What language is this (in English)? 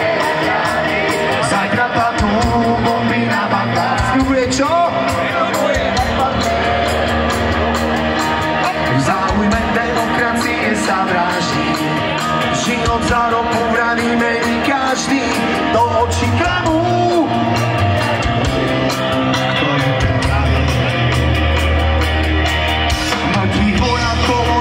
Slovak